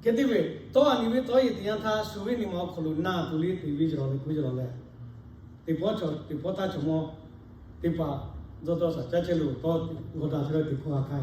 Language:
Lahu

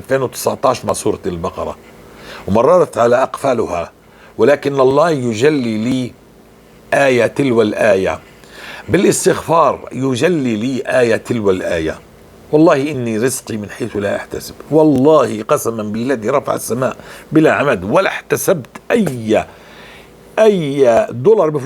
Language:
North Levantine Arabic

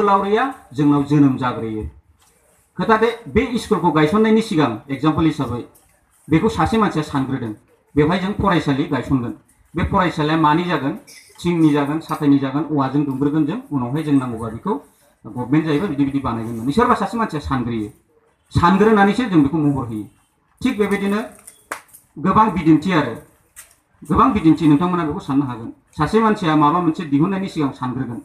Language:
Bodo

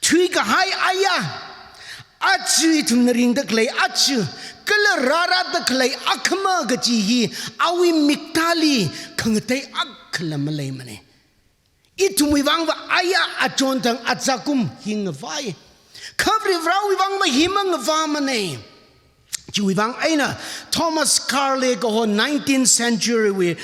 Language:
Tangkhul Naga (India)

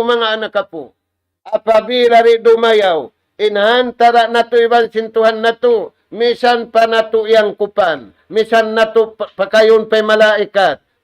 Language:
Tausug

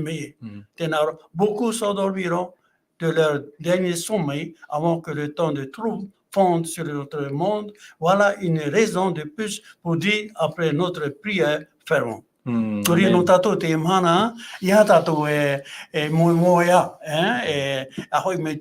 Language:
Tahitian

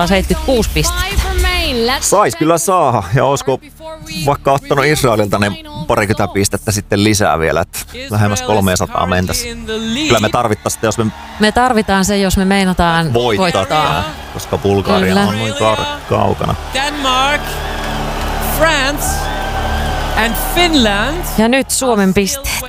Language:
Finnish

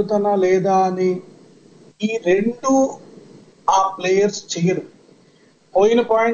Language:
Telugu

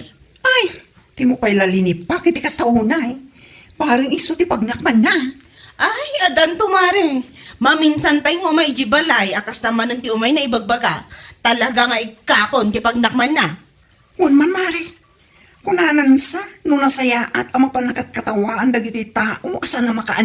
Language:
Iloko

